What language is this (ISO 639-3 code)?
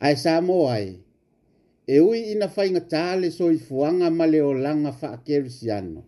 smo